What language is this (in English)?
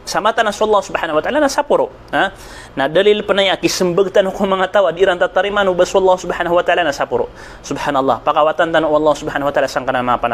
Maranao